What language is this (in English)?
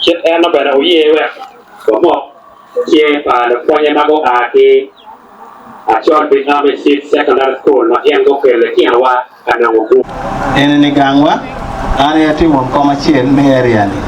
Acoli